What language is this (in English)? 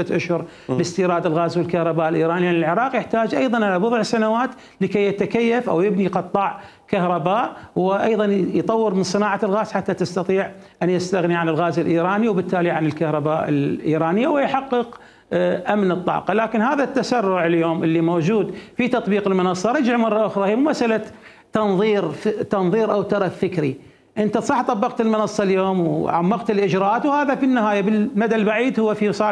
Mesopotamian Arabic